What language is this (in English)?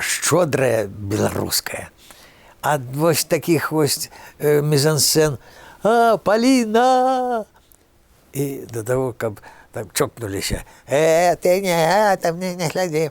Belarusian